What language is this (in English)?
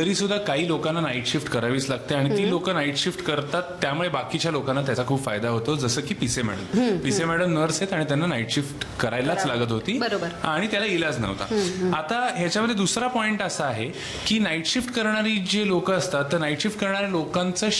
Marathi